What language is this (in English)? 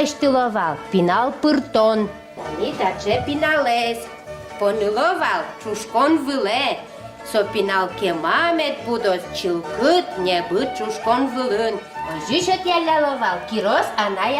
Udmurt